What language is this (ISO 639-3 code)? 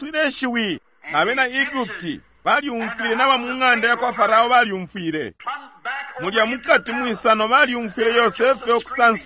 bem